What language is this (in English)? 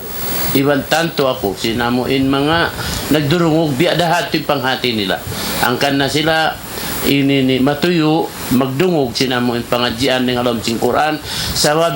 Tausug